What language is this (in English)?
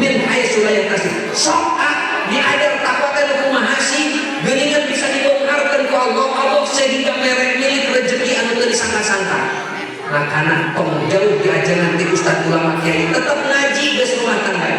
Sundanese